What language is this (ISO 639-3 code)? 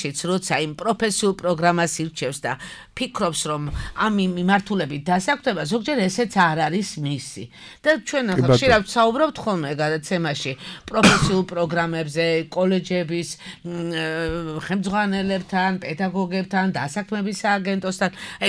kat